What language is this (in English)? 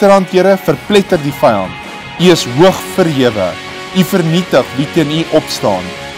Afrikaans